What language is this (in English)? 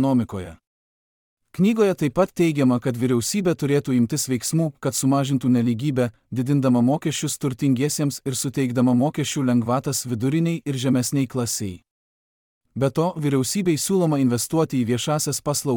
Lithuanian